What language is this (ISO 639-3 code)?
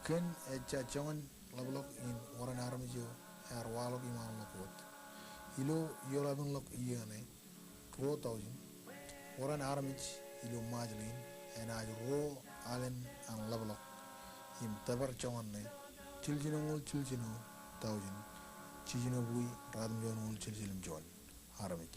mah